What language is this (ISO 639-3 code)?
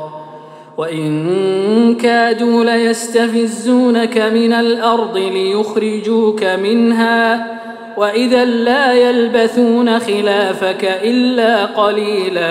ara